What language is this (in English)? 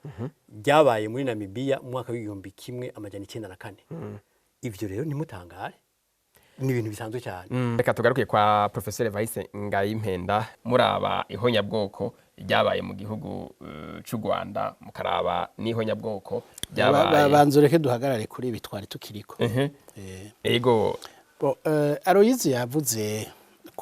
Rundi